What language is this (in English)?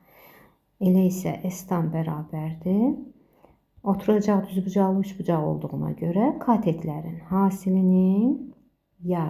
Azerbaijani